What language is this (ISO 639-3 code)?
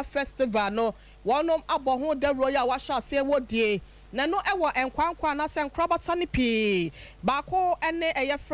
aka